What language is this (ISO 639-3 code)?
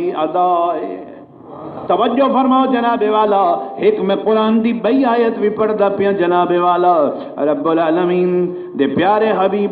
skr